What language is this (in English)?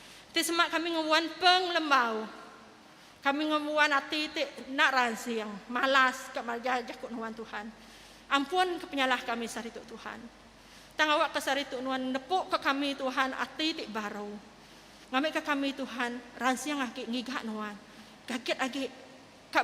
Iban